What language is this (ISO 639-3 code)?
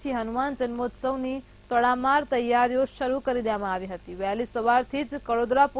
guj